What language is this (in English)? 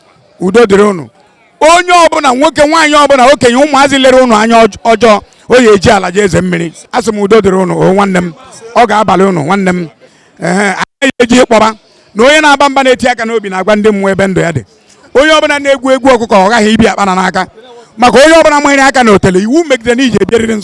Igbo